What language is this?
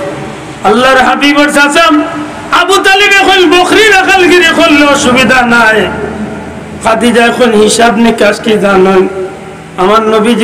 Sylheti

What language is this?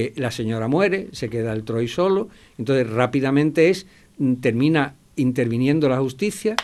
Spanish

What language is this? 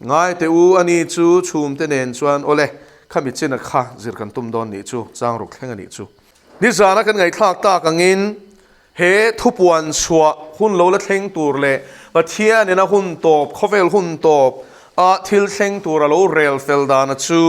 Mizo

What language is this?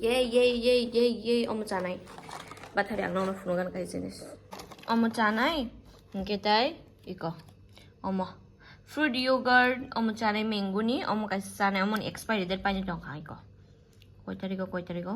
Kok Borok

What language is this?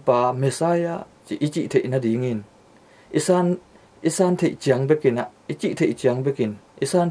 Tedim Chin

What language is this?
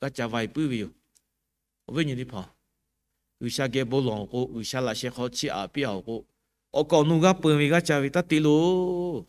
Lahu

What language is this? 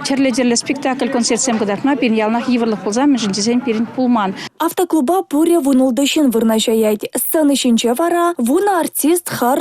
Chuvash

